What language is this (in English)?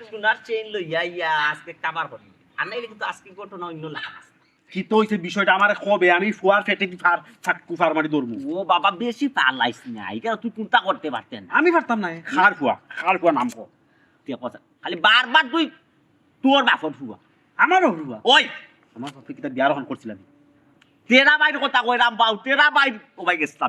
Sylheti